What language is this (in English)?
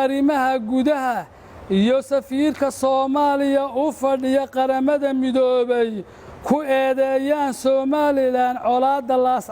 Somali